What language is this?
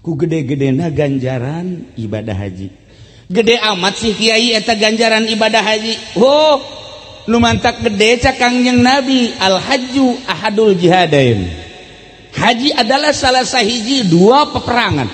Sundanese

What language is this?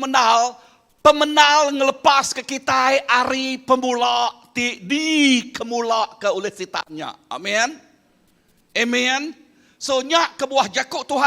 Iban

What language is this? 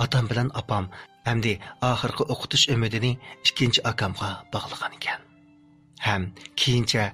Uyghur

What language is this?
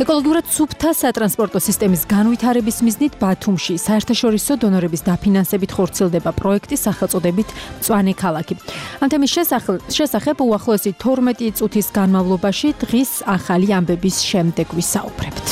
Georgian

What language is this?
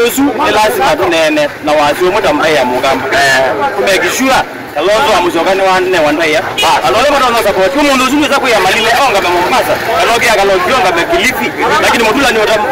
Kamba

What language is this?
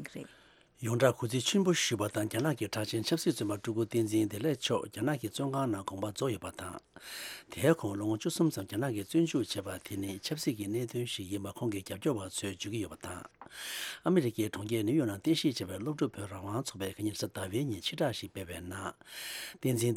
Tibetan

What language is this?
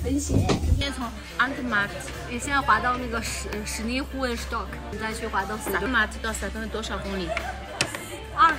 Chinese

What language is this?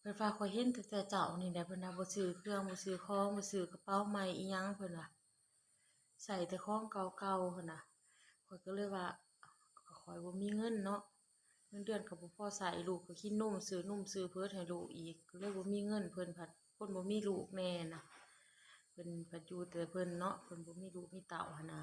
Lao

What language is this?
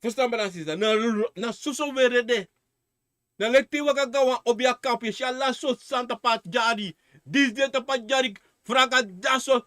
Sranan Tongo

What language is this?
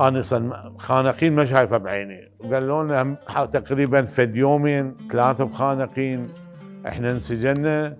Mesopotamian Arabic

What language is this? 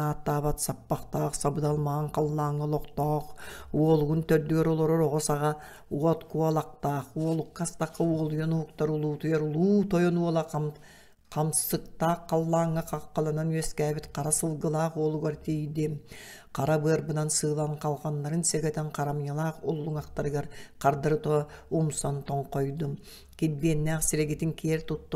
Yakut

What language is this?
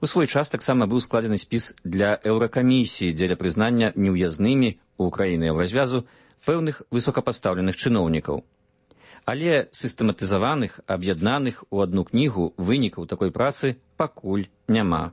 Belarusian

